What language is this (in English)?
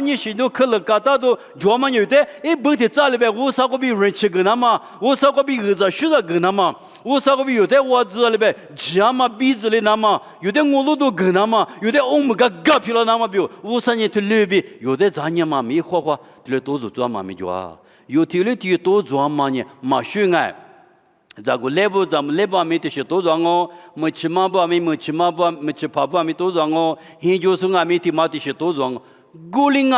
Lisu